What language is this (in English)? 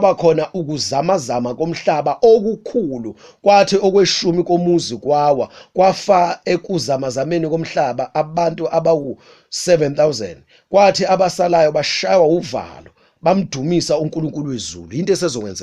Zulu